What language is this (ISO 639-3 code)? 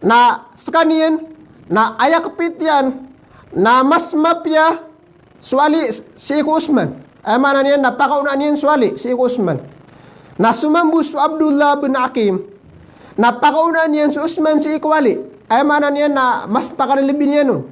mrw